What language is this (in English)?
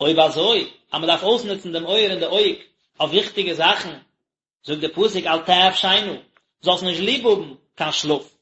Yiddish